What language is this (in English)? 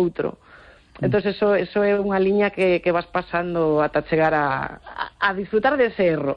Galician